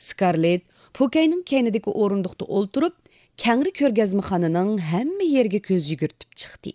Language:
Uyghur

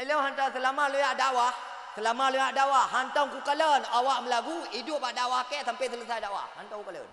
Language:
Achinese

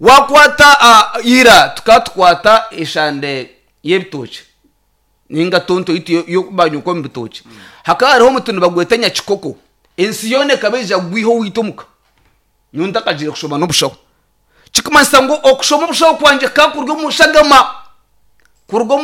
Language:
Nyankole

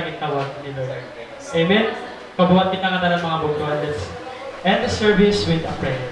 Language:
Waray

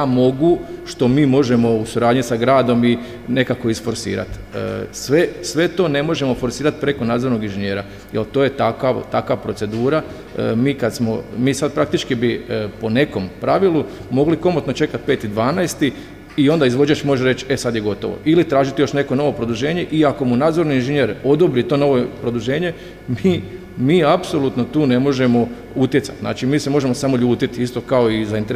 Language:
Croatian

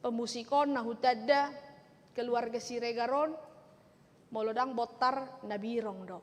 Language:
Batak Toba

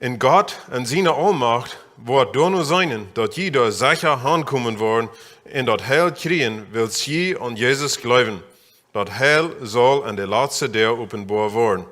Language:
Plautdietsch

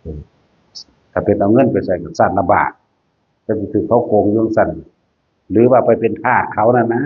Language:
Northeastern Thai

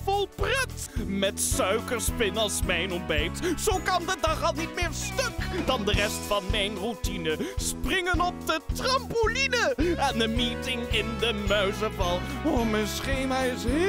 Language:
Dutch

